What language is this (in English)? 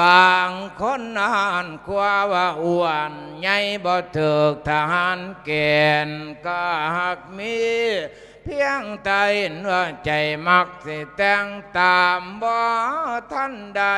Lao